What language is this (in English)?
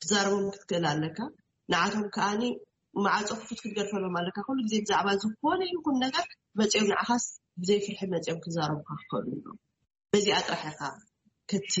Tigrinya